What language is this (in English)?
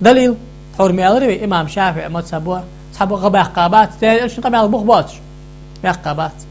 Ingush